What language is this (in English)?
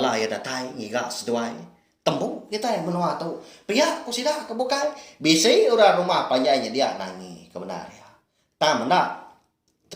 Iban